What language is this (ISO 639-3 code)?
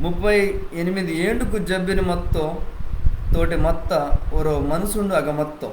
kff